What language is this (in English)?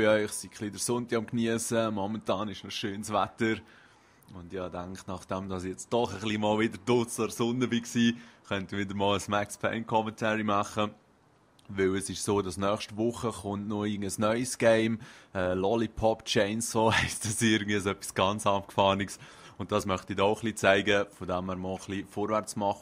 Swiss German